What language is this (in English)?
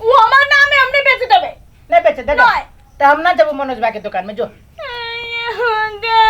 Maithili